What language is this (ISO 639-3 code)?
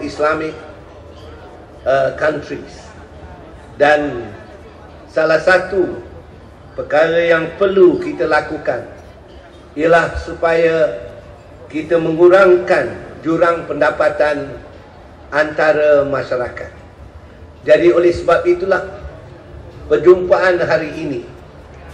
msa